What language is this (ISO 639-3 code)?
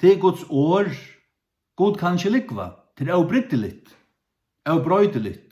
fao